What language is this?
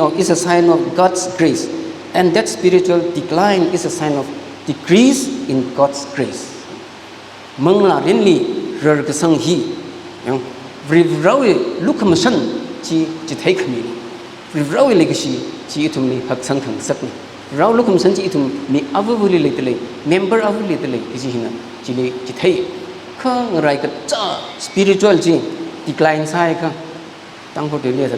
Tangkhul Naga (India)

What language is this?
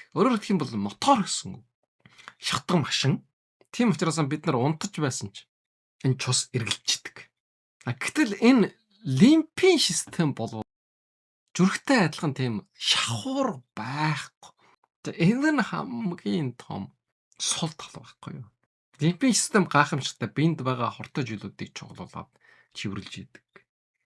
Mongolian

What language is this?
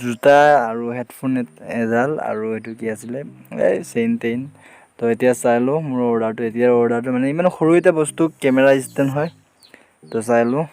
Assamese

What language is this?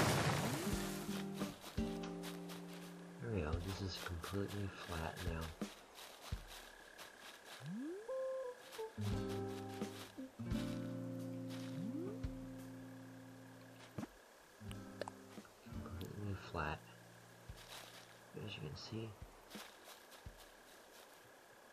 English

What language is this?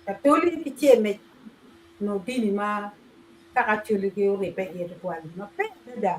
Acoli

